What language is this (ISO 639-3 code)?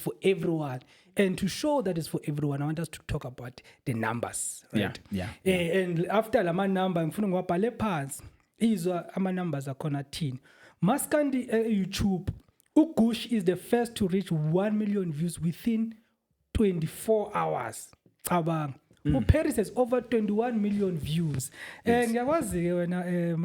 zul